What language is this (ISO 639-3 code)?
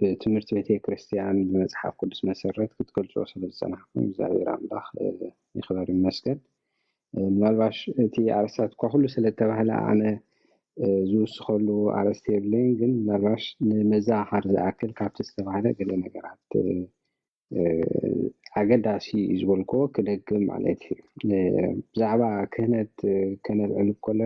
tir